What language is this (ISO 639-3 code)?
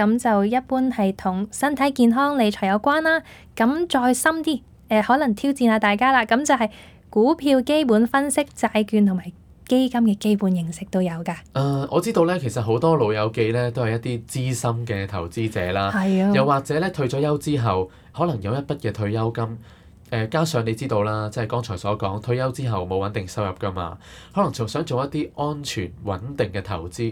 yue